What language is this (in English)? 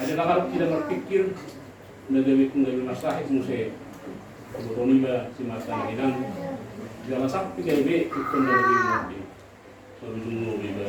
Batak Toba